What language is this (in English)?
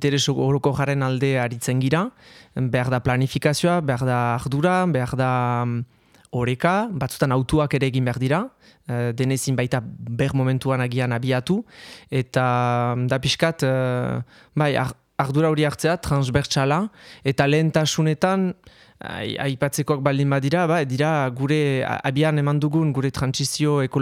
Basque